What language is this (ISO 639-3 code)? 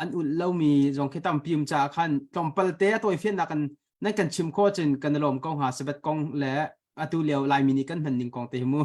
cnh